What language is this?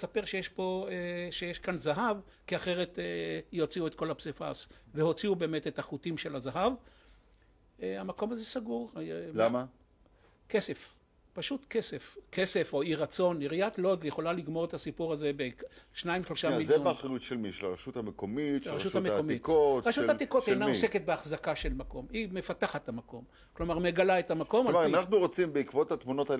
Hebrew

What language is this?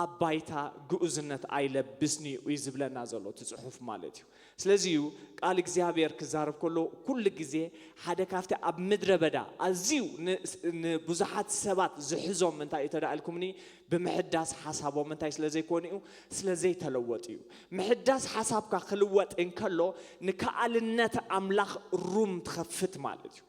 Tigrinya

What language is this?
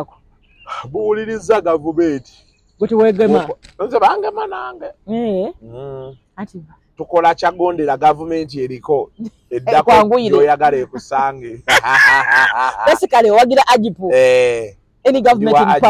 Ganda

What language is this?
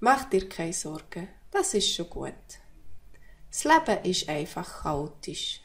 Swiss German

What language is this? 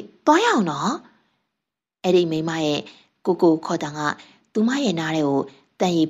Burmese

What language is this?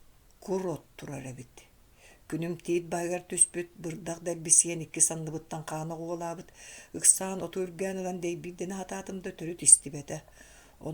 Yakut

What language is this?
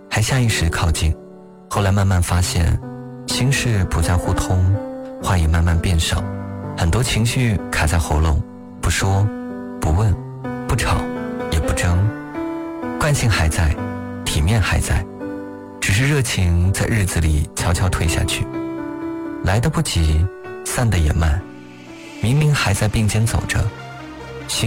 Chinese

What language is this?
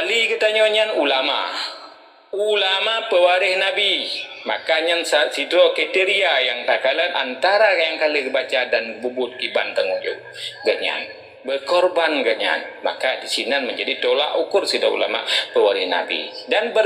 Achinese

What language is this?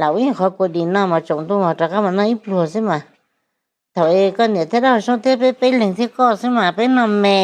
Hmong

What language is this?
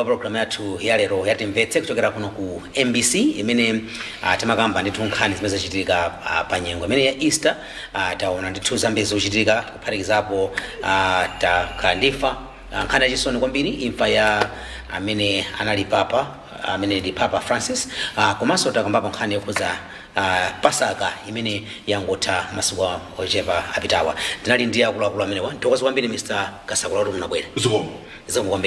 Nyanja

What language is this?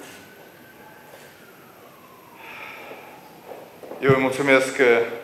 Romanian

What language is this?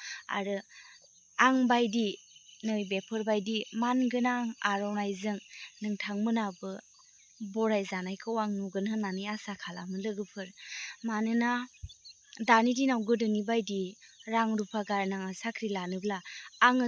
Bodo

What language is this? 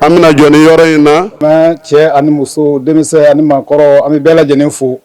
Bambara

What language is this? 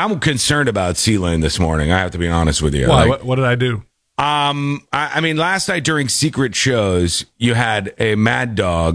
English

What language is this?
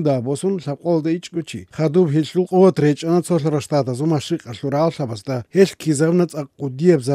Avaric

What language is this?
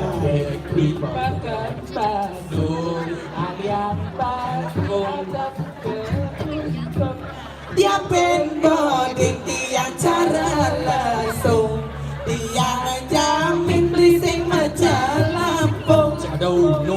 Balinese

